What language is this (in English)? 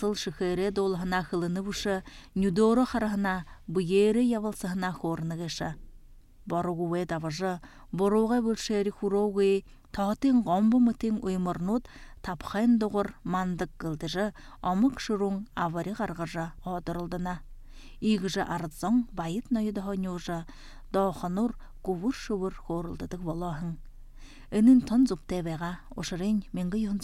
Buriat